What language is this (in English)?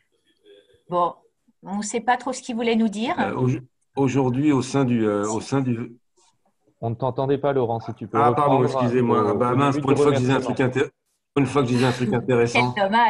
French